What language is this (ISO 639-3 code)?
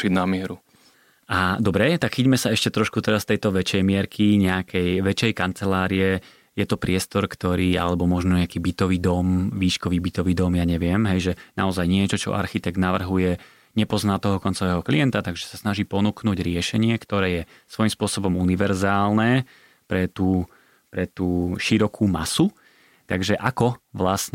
slk